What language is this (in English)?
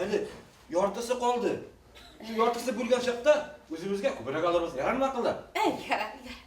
Bashkir